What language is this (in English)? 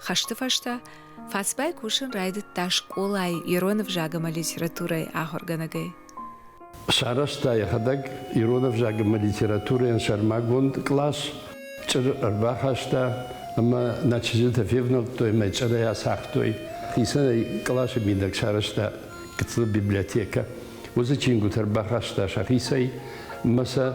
Ossetic